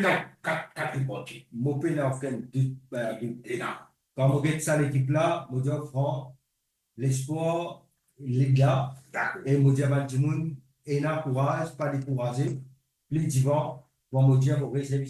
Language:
Morisyen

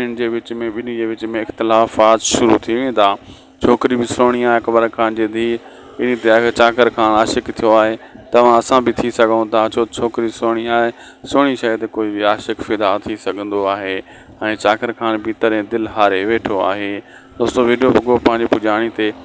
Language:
Sindhi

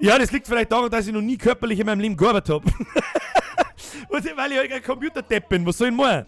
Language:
Bavarian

